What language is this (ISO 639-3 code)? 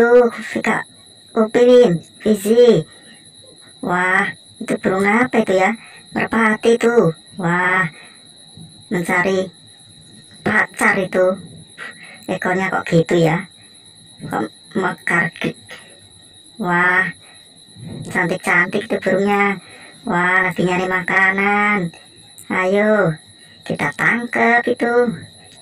ind